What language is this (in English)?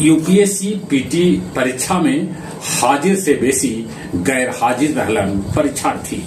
Magahi